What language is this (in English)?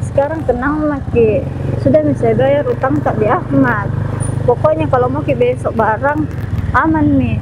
Makassar Malay